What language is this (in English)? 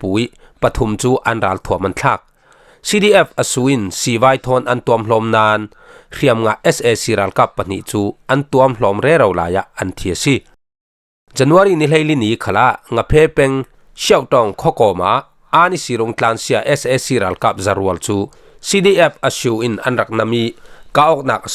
Falam Chin